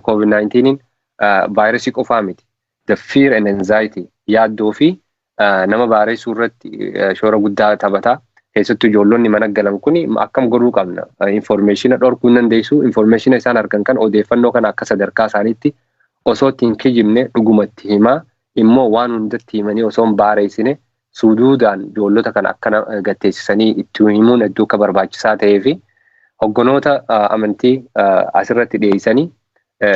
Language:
Oromo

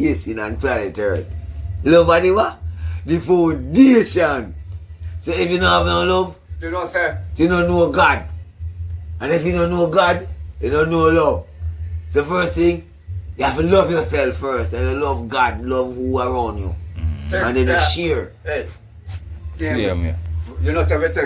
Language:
Jamaican Creole English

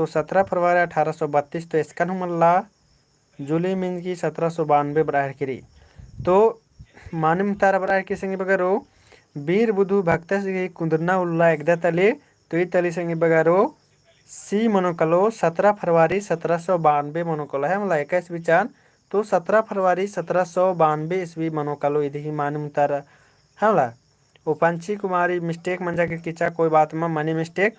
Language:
Kurukh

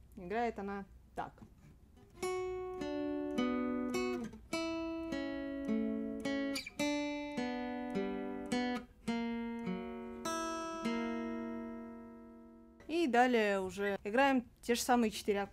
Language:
Russian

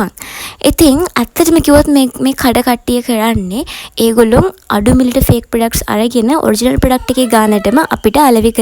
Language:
Sinhala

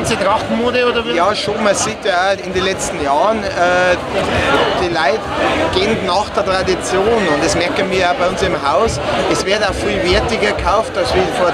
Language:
Bavarian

